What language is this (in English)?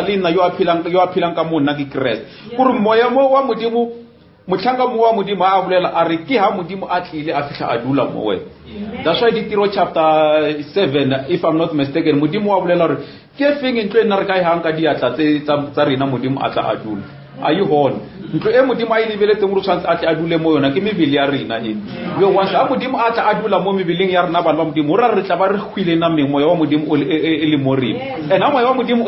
Northern Sotho